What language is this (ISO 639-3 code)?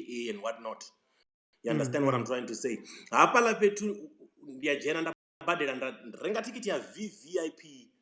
ven